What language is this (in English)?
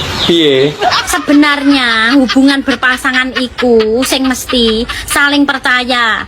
Javanese